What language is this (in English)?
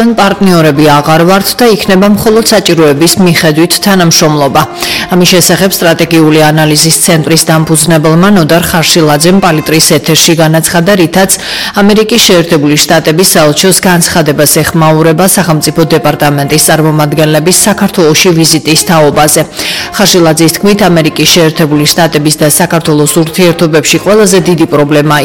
Georgian